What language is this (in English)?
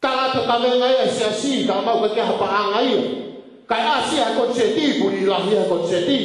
Tongan